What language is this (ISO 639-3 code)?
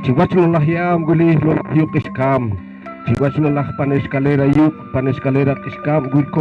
poh